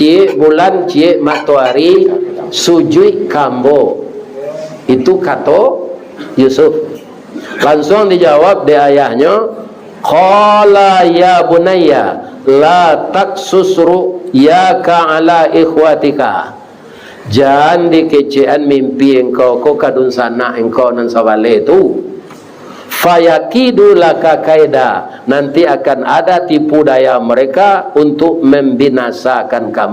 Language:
Minangkabau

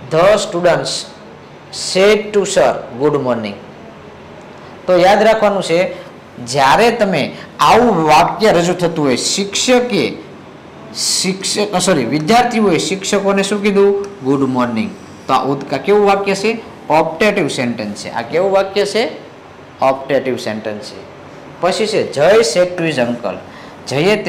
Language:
Gujarati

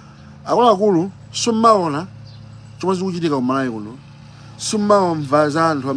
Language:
Nyanja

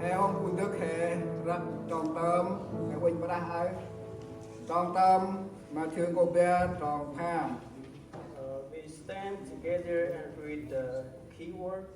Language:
Central Mnong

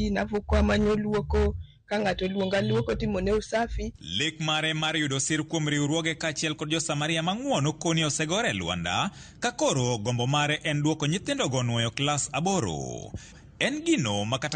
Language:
Luo (Kenya and Tanzania)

